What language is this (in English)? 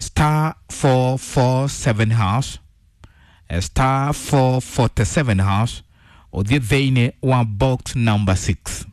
Kikuyu